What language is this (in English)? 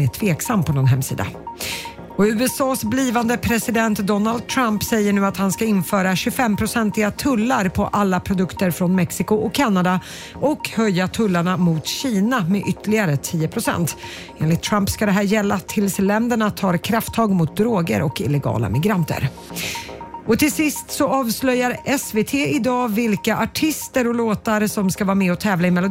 Swedish